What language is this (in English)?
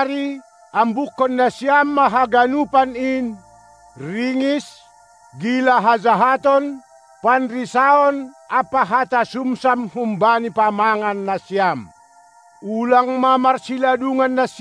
Batak Simalungun